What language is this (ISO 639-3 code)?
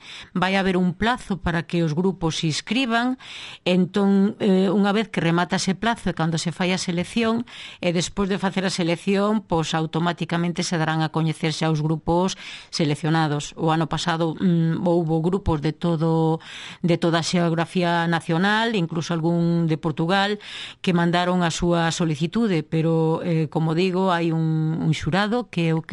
glg